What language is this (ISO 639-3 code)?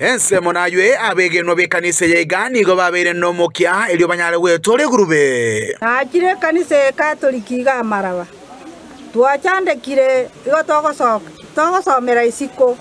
guz